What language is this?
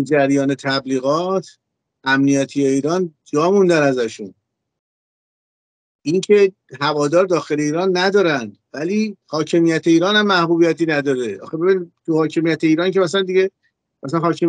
Persian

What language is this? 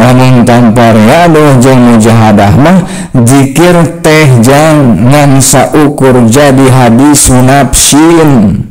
Sundanese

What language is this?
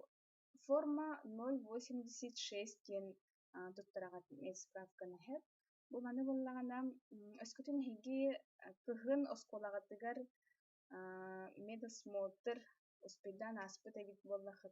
Yakut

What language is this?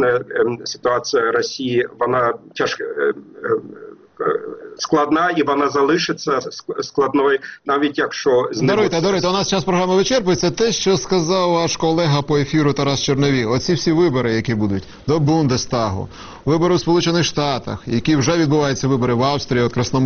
Ukrainian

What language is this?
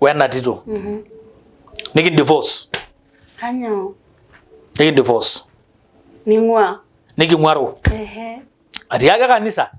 Masai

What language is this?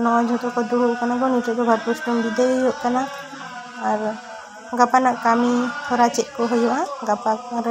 Santali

